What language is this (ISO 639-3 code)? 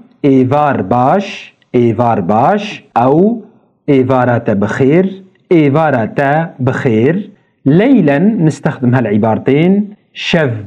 apc